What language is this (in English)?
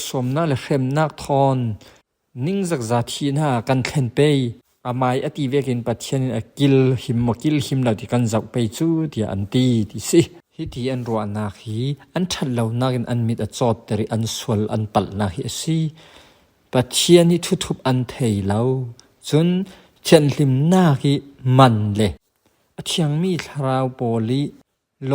Falam Chin